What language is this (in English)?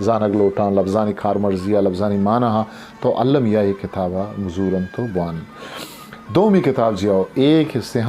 Eastern Balochi